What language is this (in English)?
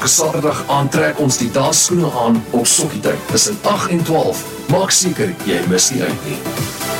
Afrikaans